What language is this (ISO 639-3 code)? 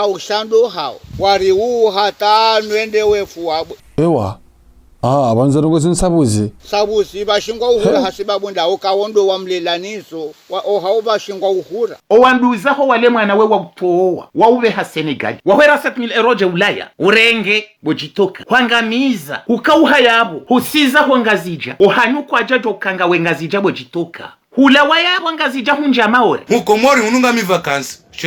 zdj